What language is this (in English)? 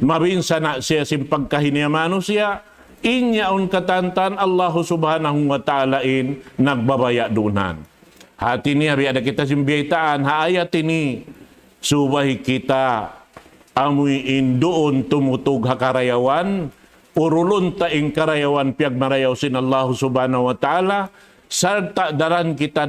Tausug